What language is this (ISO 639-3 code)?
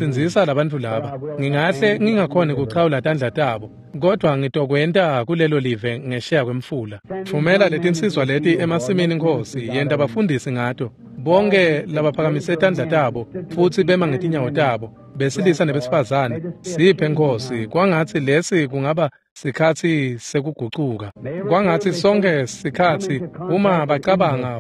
ssw